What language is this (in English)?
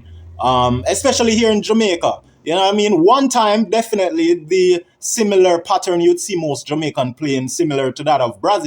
Jamaican Creole English